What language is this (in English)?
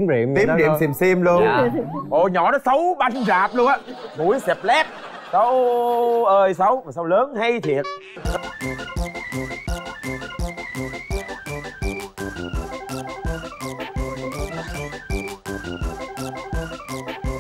Vietnamese